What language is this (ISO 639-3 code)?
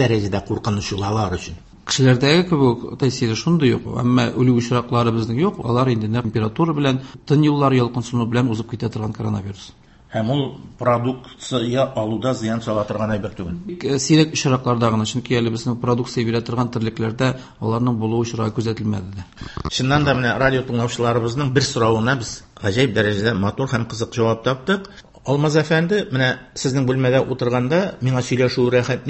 tat